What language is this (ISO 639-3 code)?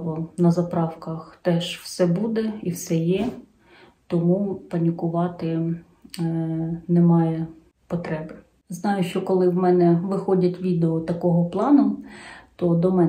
ukr